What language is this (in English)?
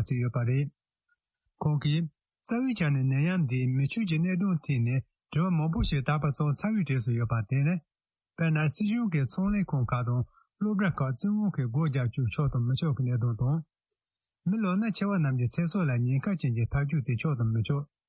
Tibetan